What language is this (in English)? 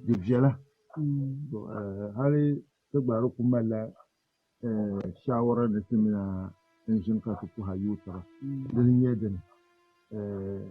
Dagbani